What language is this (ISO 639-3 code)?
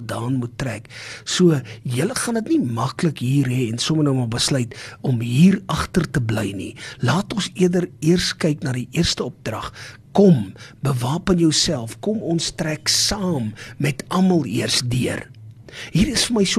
afr